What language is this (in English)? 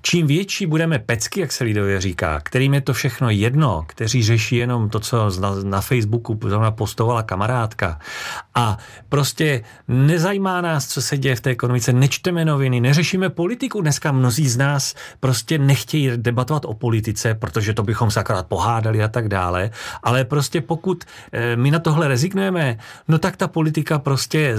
Czech